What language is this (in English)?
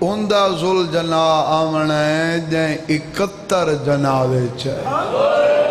Saraiki